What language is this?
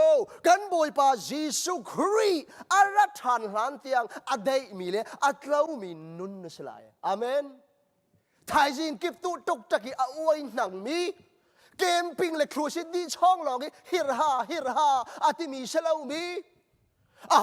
Hakha Chin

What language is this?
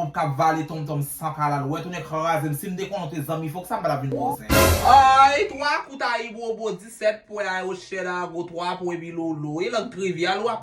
Haitian Creole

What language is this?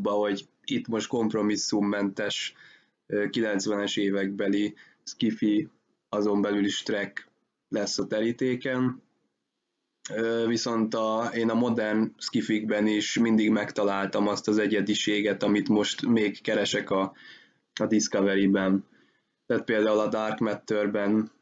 Hungarian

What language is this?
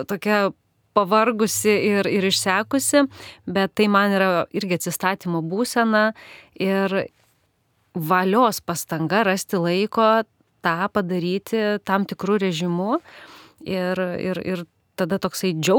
Lithuanian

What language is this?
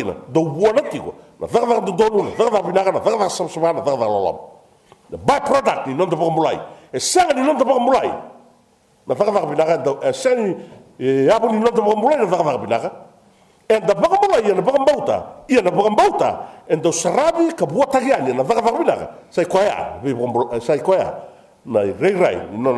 Fijian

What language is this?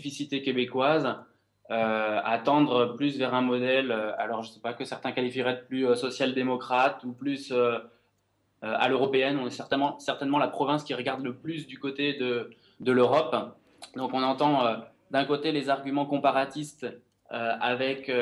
French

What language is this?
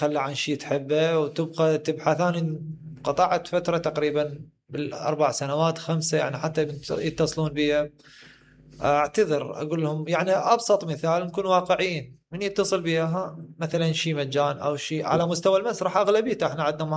Mesopotamian Arabic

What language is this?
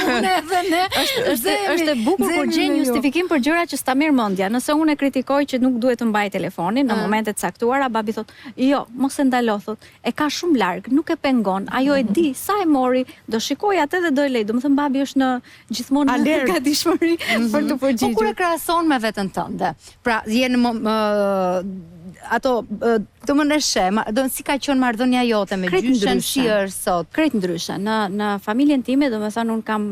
Albanian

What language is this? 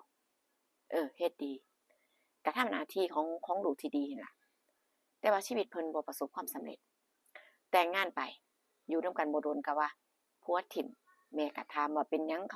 Northeastern Thai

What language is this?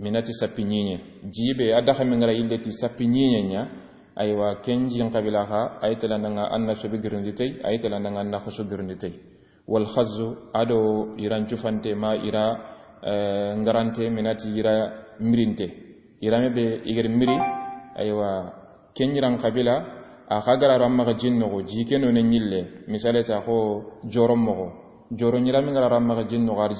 Soninke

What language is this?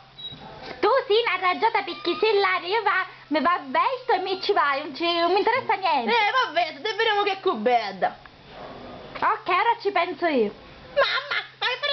Sicilian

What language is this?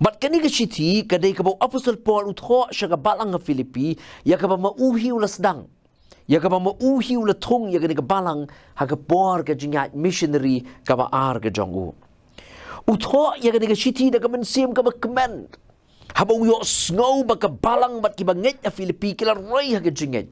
Khasi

